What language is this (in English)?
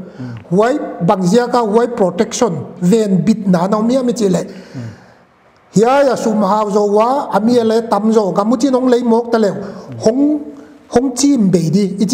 Paite Chin